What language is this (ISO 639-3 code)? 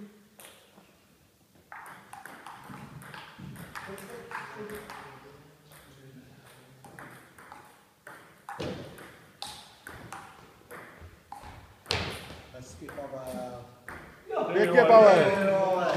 ces